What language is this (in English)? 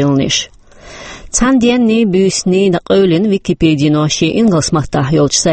Chechen